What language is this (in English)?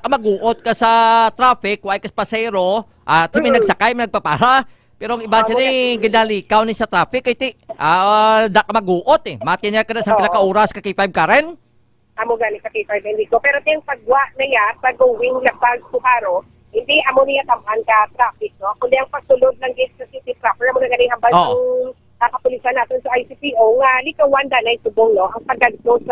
Hiligaynon